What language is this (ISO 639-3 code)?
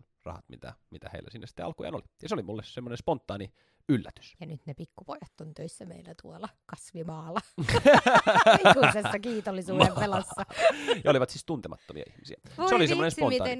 fin